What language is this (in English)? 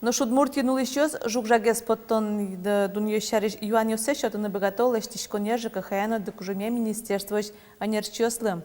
Udmurt